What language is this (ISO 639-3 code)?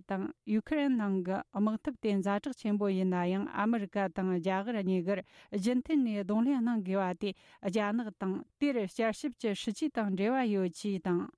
bod